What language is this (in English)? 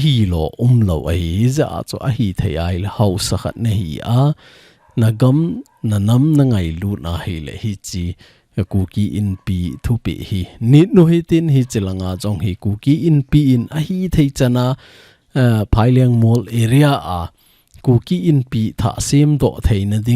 Thado Chin